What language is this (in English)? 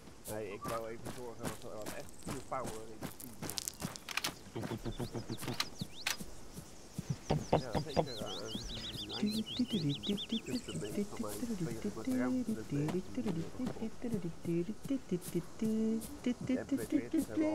Dutch